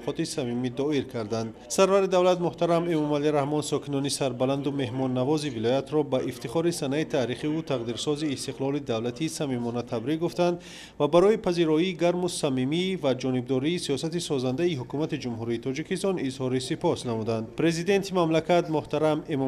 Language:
Tajik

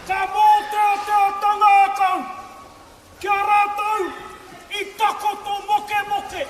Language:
Māori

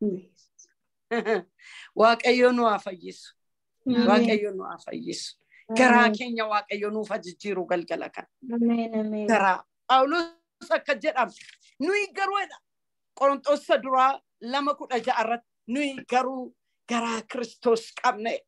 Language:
Oromo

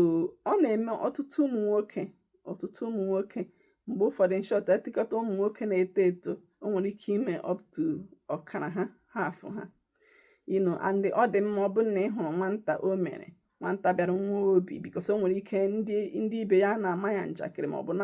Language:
Igbo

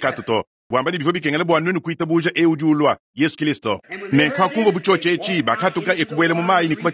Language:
Luba-Lulua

